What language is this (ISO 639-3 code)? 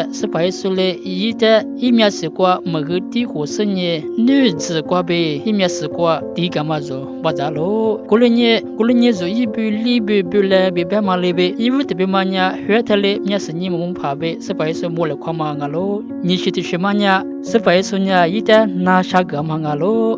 lis